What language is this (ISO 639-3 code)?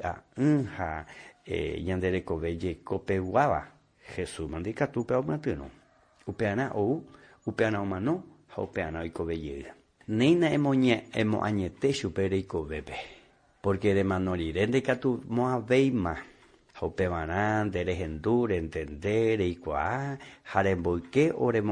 grn